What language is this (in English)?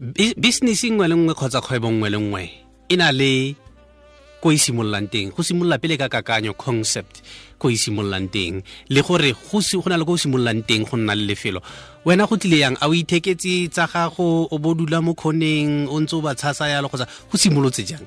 Tswana